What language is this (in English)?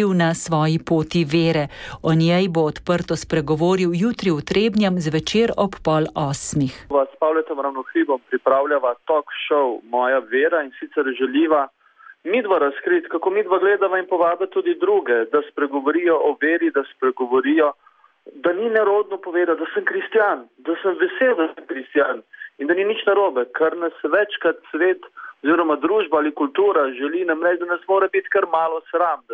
Slovenian